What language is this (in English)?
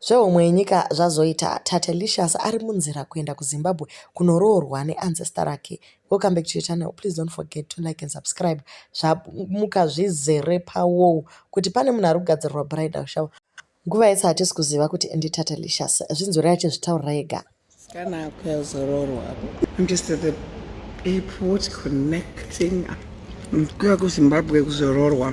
Shona